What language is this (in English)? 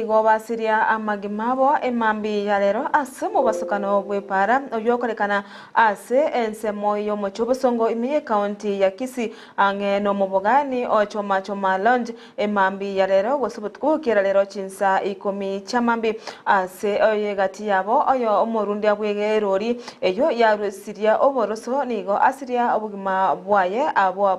Gusii